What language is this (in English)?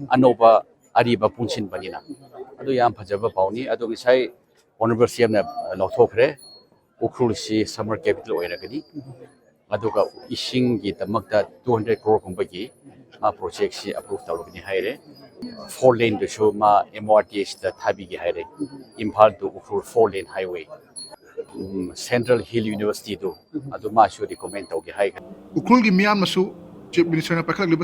Manipuri